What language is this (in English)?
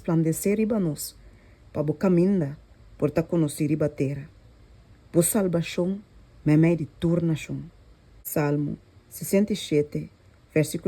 Papiamento